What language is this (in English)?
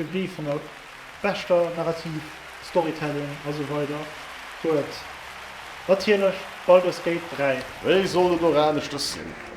Luxembourgish